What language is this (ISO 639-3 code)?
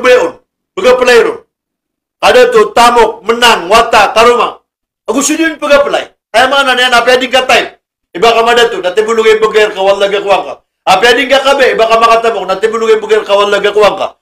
mrw